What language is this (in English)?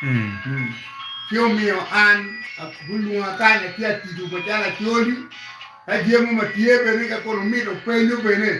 Acoli